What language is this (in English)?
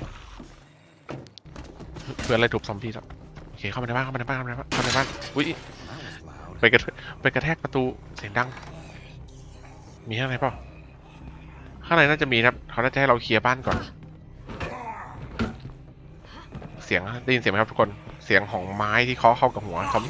Thai